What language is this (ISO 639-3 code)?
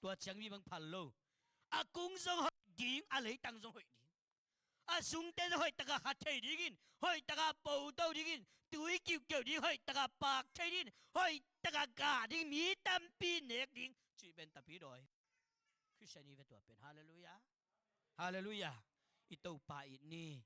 ctd